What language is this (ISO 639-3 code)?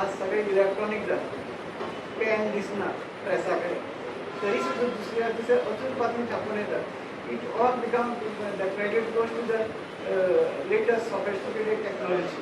kok